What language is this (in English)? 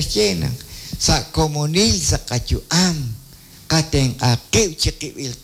Kekchí